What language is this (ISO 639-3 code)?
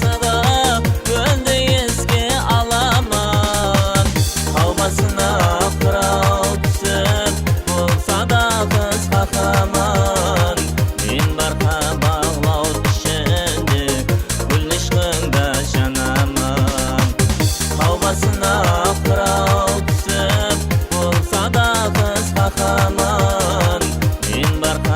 kaa